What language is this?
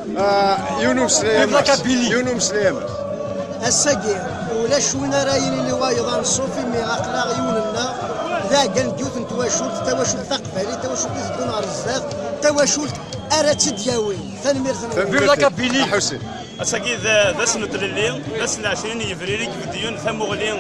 Kabyle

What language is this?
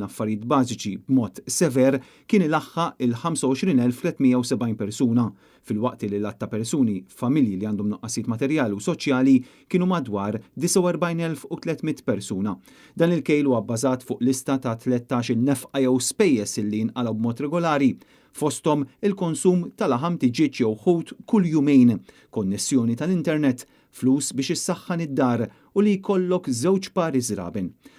Maltese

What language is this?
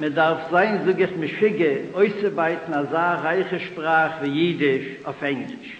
Yiddish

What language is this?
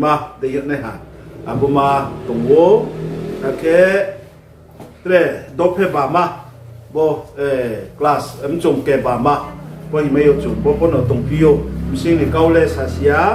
Riang (India)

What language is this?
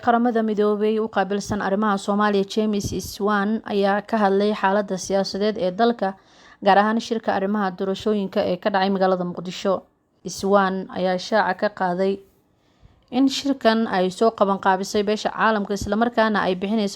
Somali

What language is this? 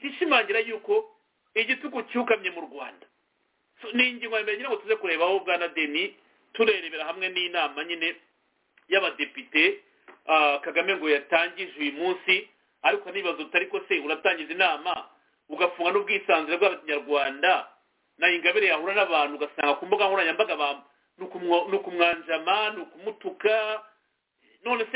Kinyarwanda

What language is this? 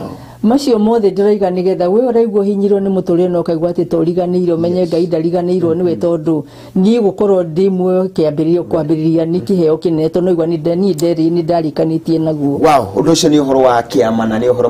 Kikuyu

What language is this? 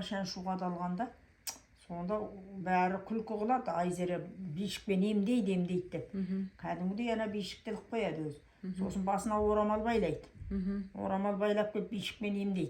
Kazakh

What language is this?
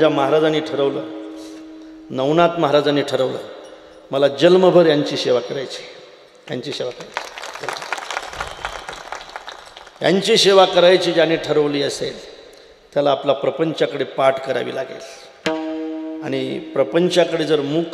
Marathi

